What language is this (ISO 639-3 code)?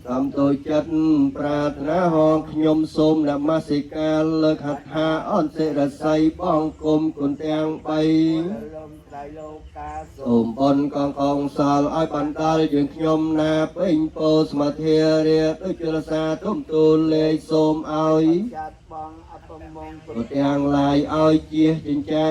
khm